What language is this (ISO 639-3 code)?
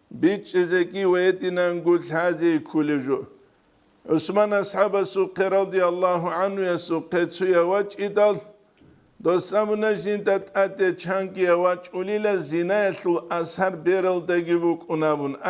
ava